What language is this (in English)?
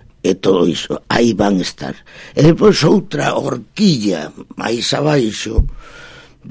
Galician